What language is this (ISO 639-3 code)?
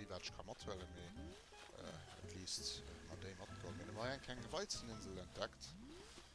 ltz